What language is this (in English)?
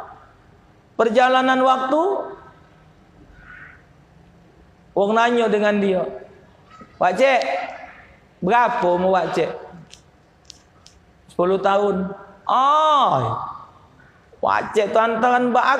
Malay